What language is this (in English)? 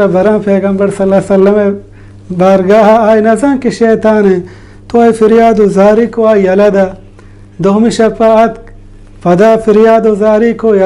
Baluchi